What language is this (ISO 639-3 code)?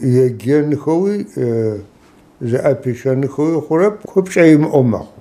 ady